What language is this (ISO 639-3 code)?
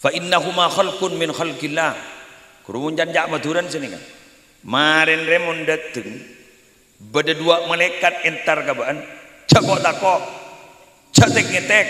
mad